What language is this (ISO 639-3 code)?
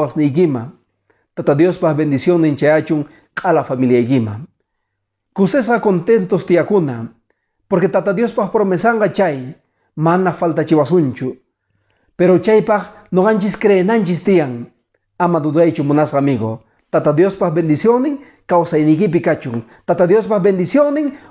que